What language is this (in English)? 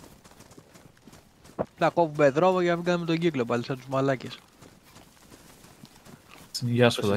Greek